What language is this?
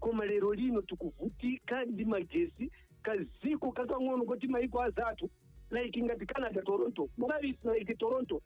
Nyanja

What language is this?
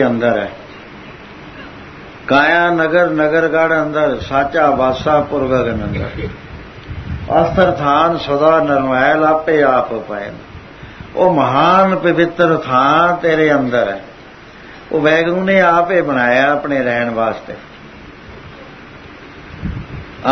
Punjabi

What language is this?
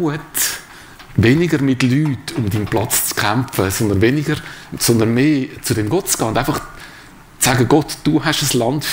Swiss German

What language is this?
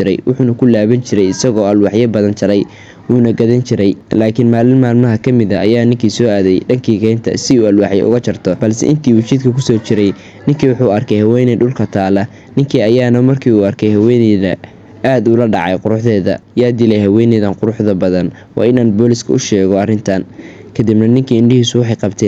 Somali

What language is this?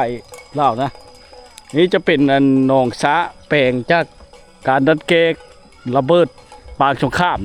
Lao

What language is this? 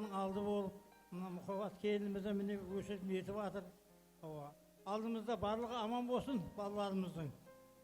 Kara-Kalpak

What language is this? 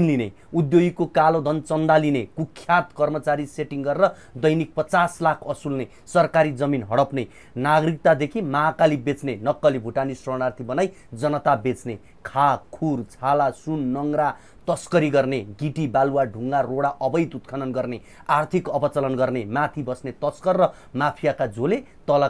Nepali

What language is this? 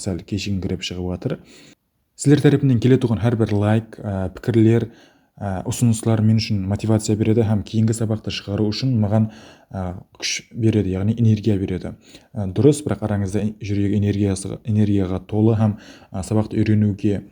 Kara-Kalpak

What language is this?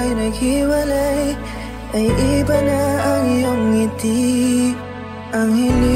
Filipino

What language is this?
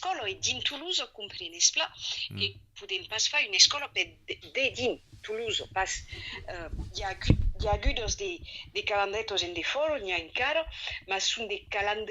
Occitan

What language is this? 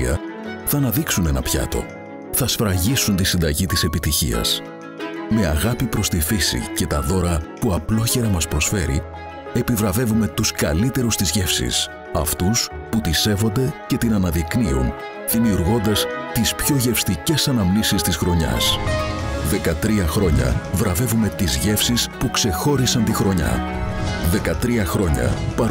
Greek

